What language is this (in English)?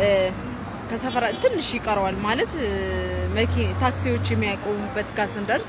Amharic